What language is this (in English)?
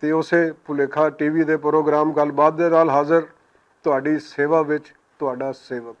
Western Panjabi